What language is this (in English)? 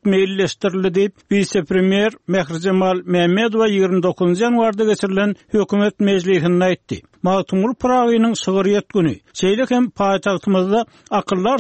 Turkmen